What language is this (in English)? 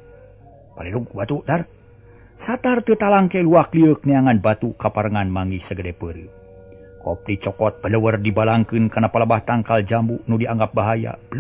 Sundanese